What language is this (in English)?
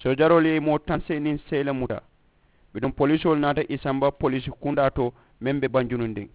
Mandingo